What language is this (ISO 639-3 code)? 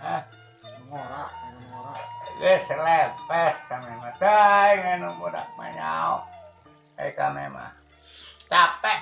sun